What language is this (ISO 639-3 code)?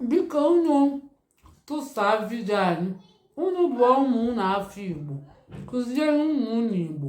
ibo